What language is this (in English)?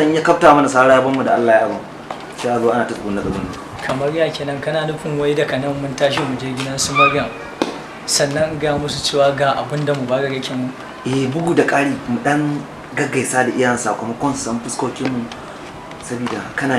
Hausa